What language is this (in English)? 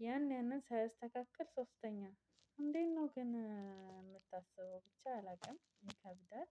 Amharic